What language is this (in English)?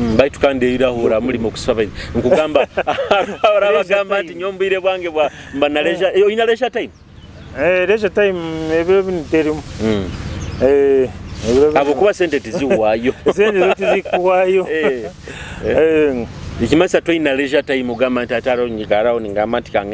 Nyoro